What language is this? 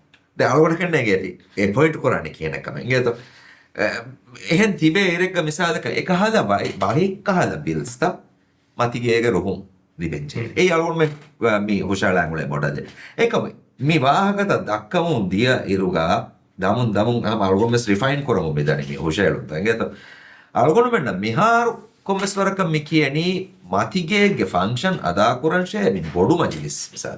Divehi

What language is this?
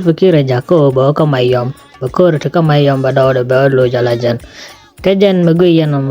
Nuer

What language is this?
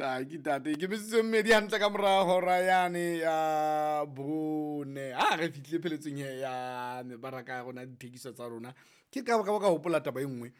Southern Sotho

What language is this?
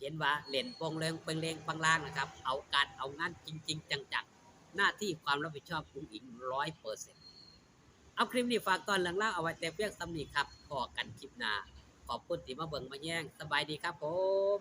Northeastern Thai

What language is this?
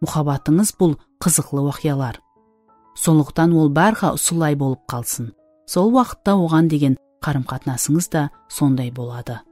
Kara-Kalpak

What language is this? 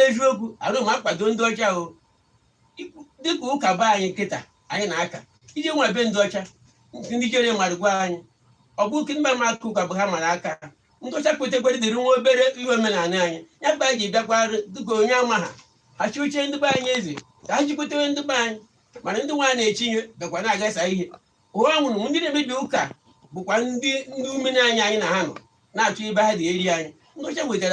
Igbo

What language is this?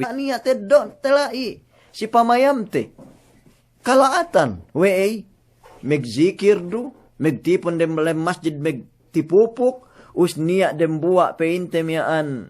Yakan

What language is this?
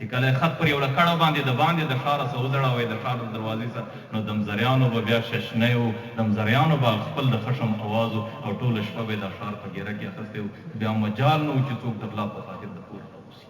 Pashto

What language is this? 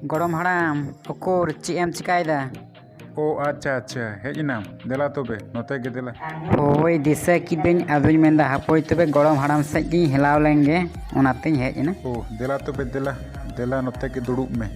Santali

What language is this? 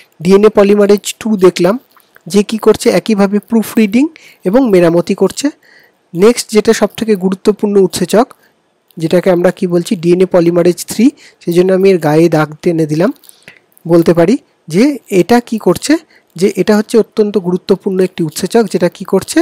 Bangla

